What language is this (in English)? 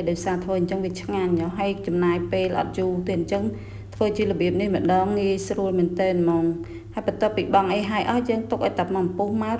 Khmer